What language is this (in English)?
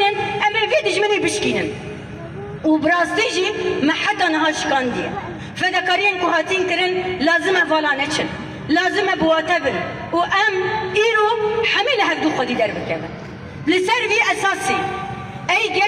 Kurdish